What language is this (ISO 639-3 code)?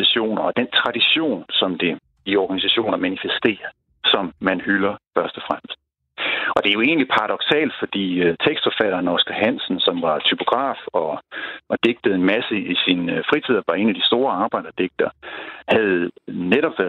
dan